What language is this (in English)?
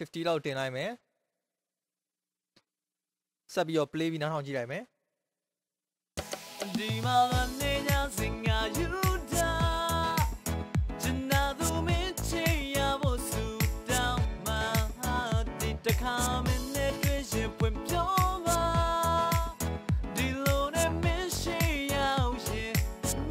Burmese